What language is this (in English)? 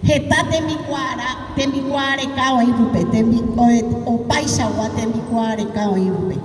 Guarani